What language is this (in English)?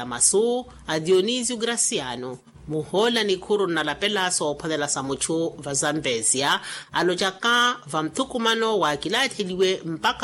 Makhuwa